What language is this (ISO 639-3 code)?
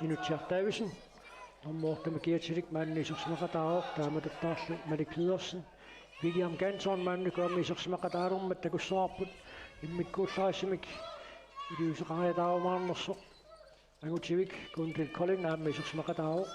kal